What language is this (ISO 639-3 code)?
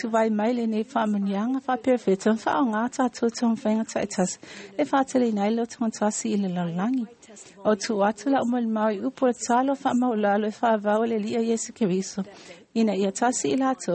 smo